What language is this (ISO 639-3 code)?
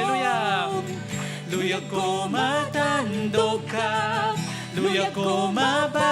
hil